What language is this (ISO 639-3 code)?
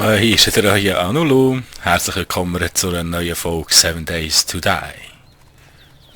gsw